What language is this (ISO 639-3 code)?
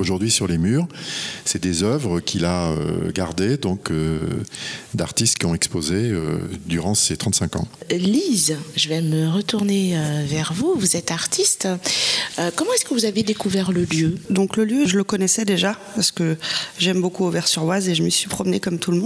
fra